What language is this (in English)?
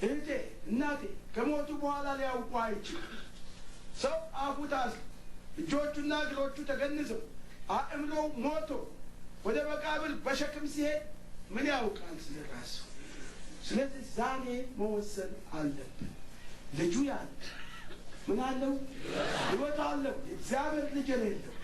Amharic